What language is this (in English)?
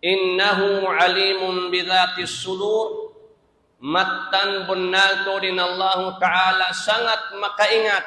Tausug